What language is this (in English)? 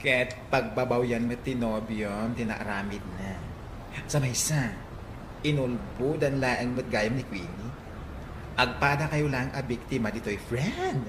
Iloko